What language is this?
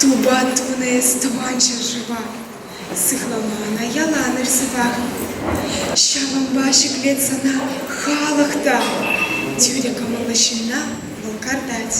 Chuvash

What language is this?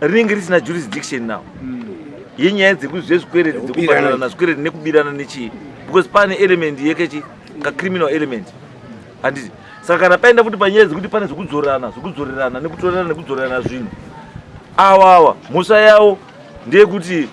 Shona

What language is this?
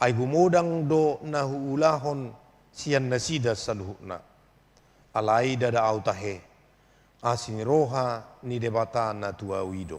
Batak Toba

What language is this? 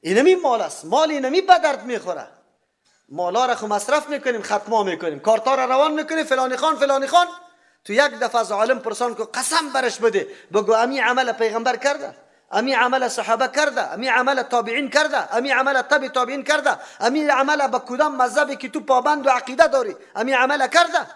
Persian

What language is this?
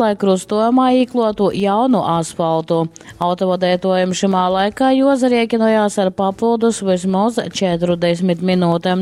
Latgalian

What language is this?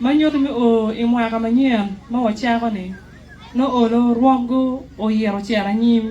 Acoli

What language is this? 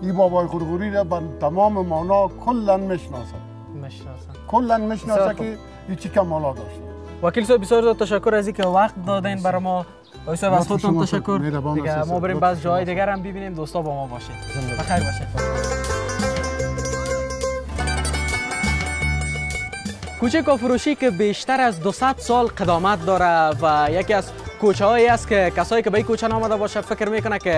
Persian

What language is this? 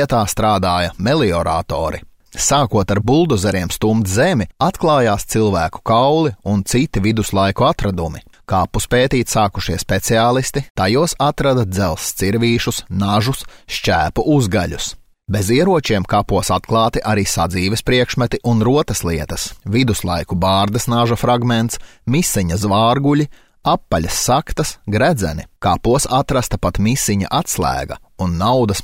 Latvian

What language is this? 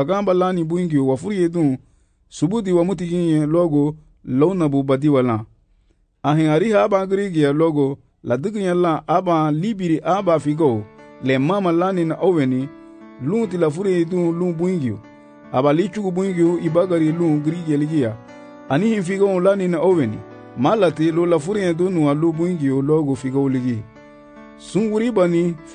Garifuna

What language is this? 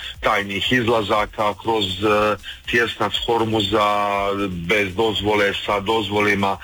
Croatian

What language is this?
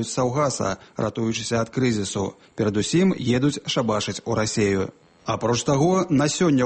Belarusian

